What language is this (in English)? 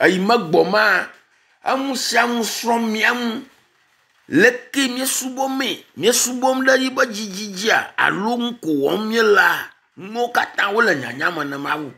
Ewe